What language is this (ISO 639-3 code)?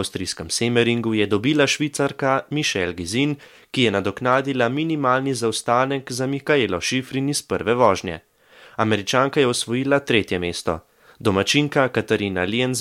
slv